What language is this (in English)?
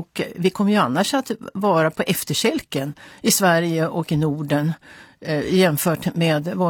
Swedish